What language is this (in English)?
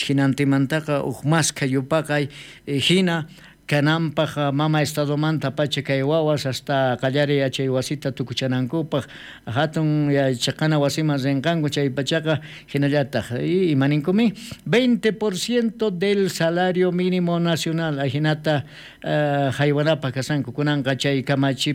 South Bolivian Quechua